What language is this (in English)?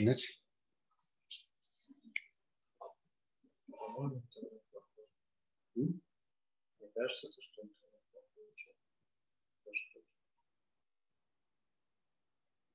Russian